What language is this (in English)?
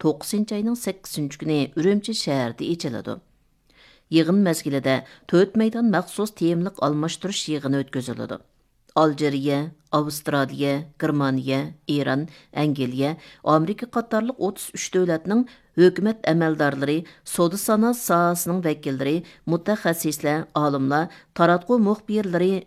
Uyghur